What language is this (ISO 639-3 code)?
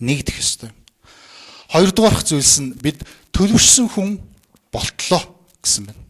mon